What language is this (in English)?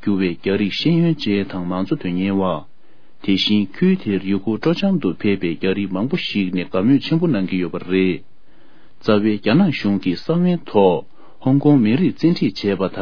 Tibetan